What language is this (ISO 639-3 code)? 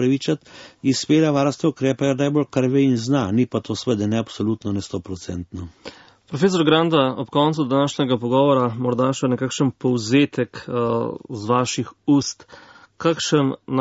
slv